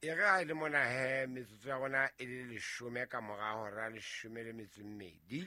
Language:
Southern Sotho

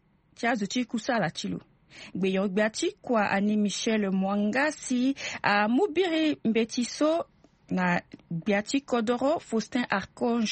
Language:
Sango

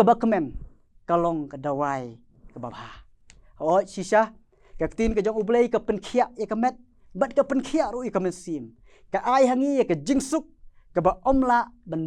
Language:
Khasi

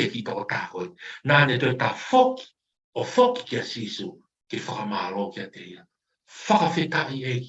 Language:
Tongan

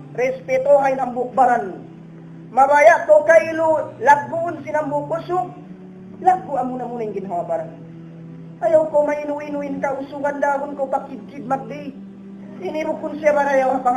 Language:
Tausug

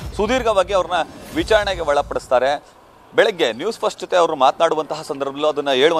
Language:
Kannada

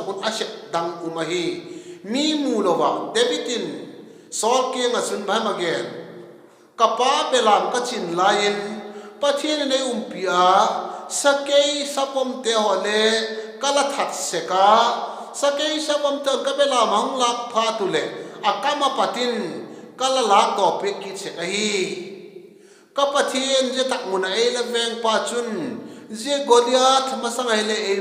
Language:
Vaiphei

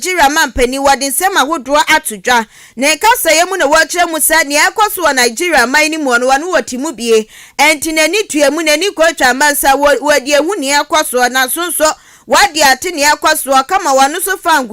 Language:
Akan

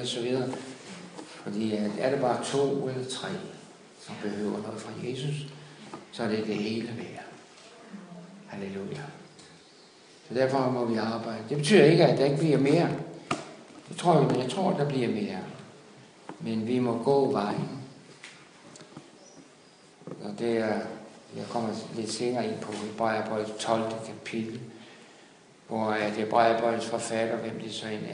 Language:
Danish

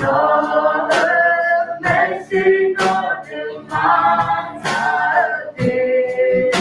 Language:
Akha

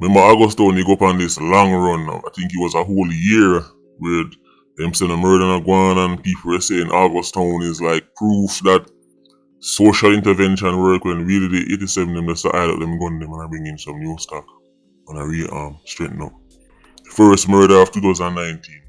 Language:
Jamaican Creole English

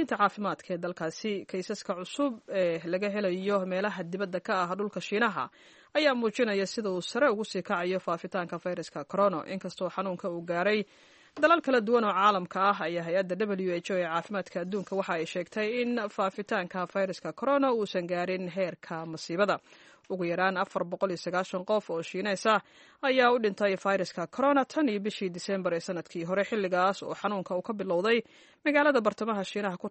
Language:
Somali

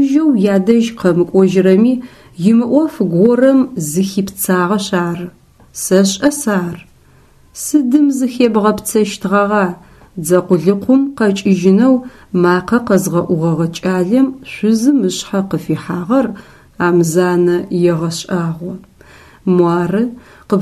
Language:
Adyghe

